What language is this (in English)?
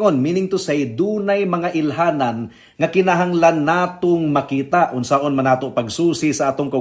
Cebuano